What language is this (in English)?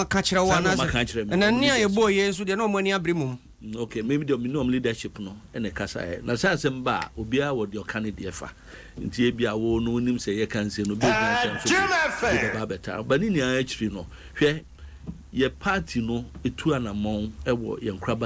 Akan